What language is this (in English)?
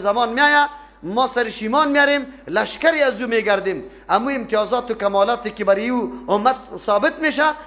Persian